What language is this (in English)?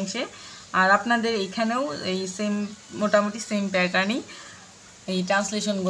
Bangla